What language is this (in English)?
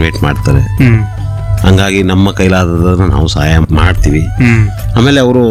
Kannada